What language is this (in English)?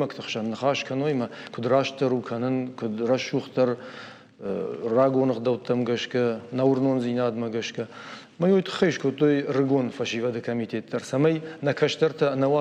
Ossetic